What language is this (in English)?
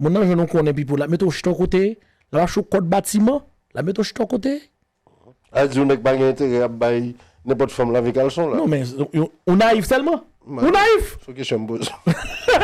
Haitian Creole